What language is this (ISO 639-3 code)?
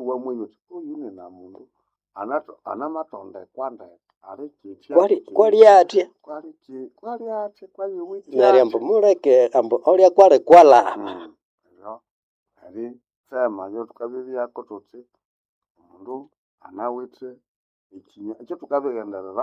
nnb